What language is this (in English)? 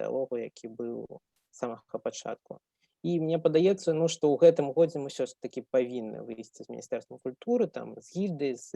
Belarusian